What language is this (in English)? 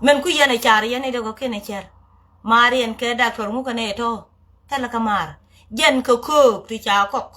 Nuer